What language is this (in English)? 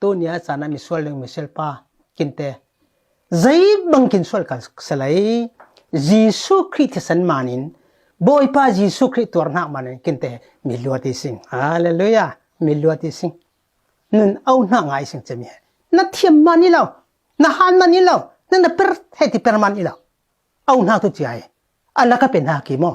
Falam Chin